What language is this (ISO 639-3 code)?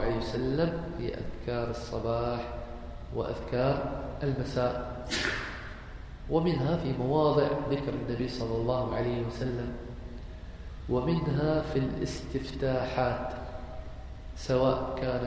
ara